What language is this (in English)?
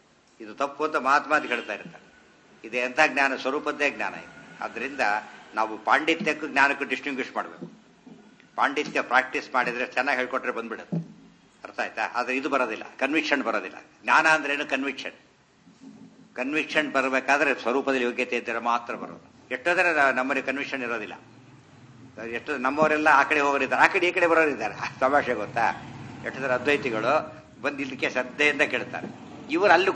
Kannada